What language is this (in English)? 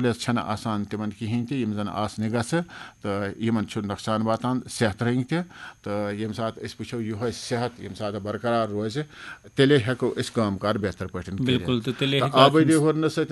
Kashmiri